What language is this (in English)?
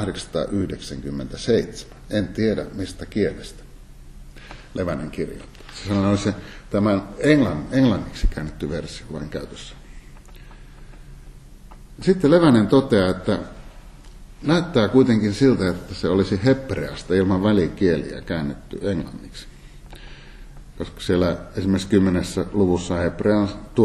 Finnish